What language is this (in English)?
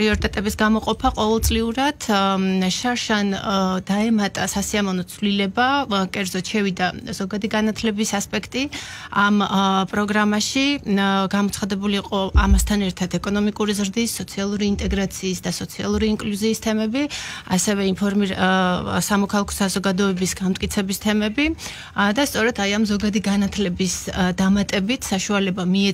Georgian